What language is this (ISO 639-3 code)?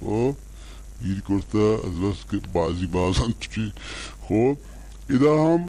bal